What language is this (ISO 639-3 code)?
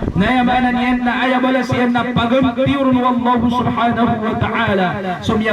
mrw